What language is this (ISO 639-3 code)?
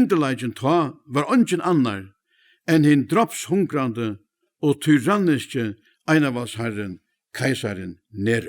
fao